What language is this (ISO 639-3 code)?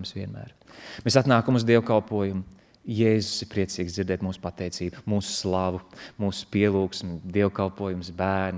lav